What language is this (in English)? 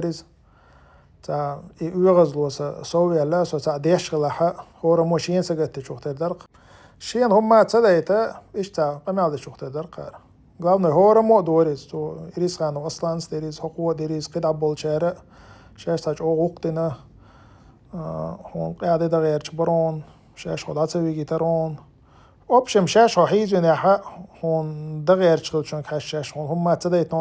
Chechen